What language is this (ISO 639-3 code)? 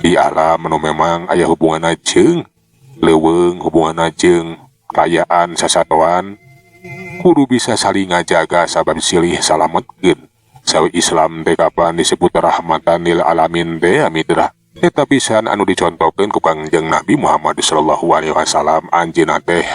sun